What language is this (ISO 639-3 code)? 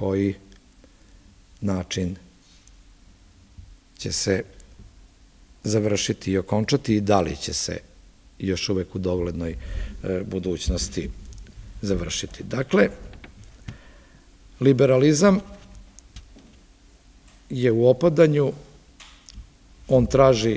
srp